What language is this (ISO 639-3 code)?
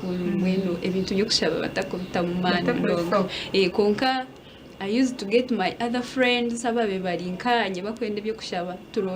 nyn